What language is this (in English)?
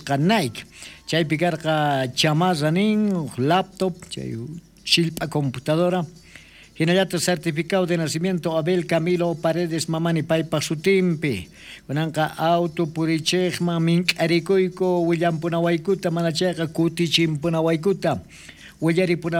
South Bolivian Quechua